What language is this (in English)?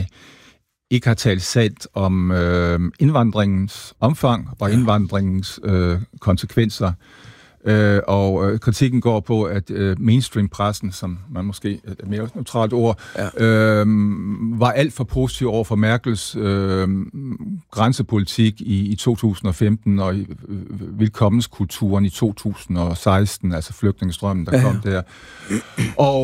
Danish